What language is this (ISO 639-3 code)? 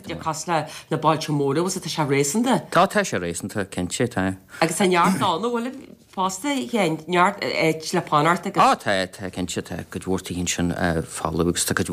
gle